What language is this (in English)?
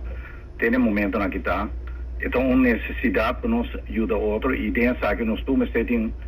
Papiamento